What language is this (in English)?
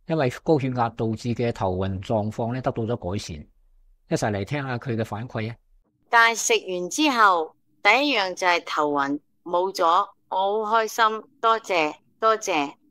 Cantonese